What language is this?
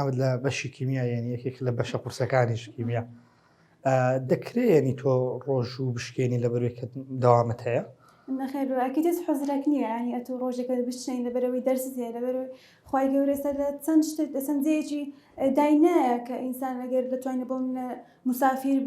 Central Kurdish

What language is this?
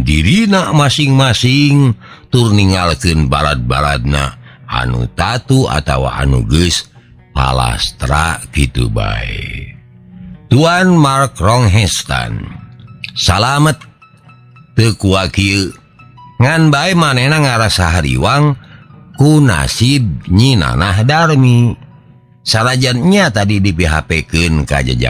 Sundanese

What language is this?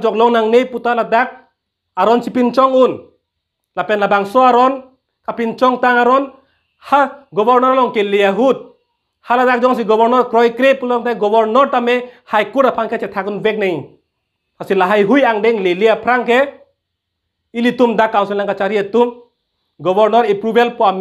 Karbi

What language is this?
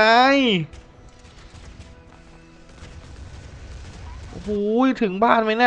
Thai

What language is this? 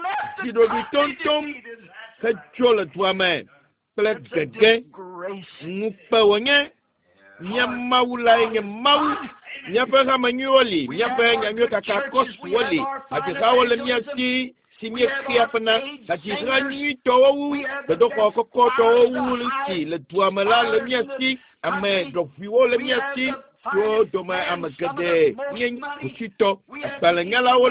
Ewe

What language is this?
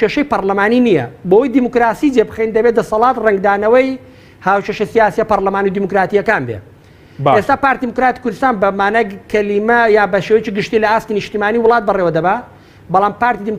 Central Kurdish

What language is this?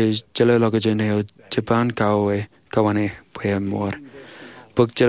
Marshallese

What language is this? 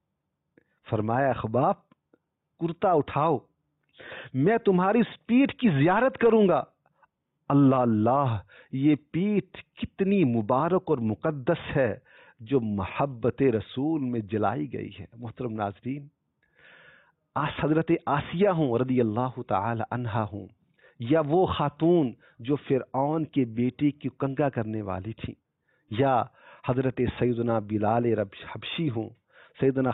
Urdu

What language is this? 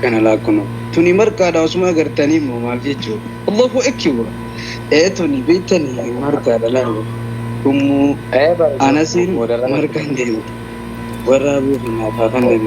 Oromo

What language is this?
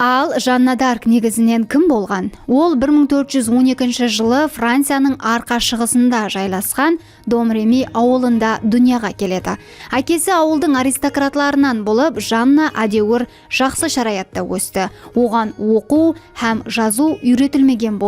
Kara-Kalpak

